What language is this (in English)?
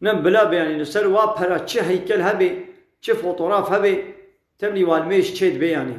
Kurdish